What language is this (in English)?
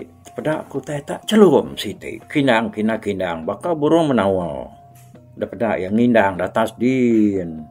Iban